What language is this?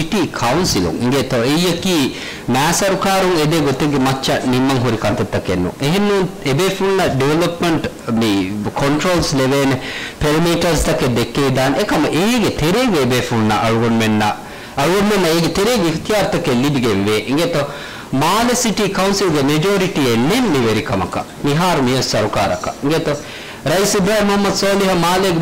Divehi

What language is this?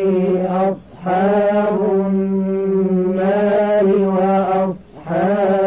Arabic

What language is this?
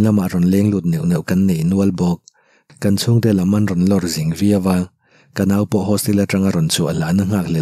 Mizo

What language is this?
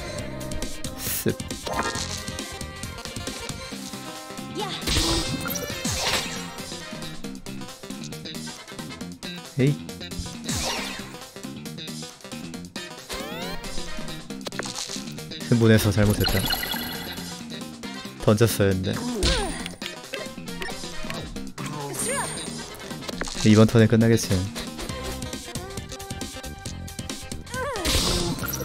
Korean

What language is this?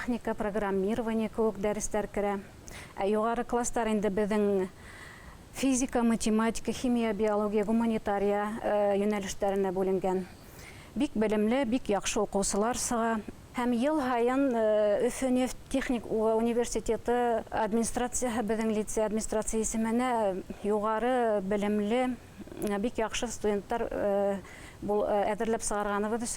Bashkir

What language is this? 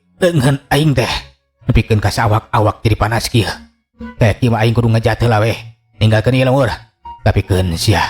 Sundanese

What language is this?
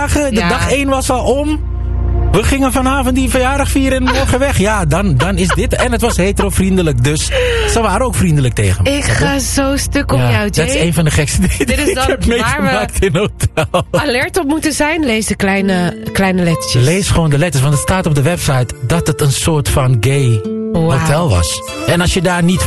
Dutch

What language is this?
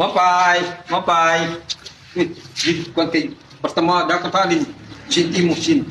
Waray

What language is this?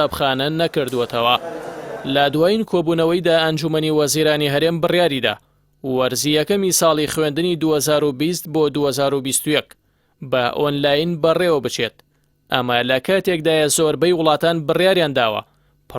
Central Kurdish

